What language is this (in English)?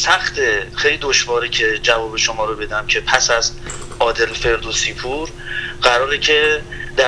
Persian